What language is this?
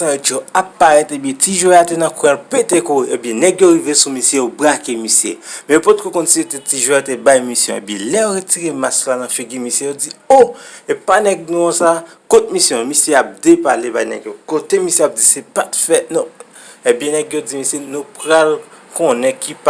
Haitian Creole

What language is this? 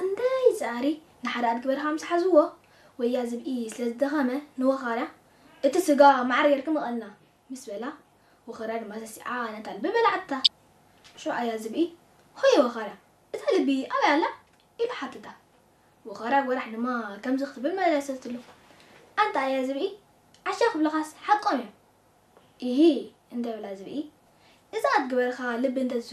Tigrinya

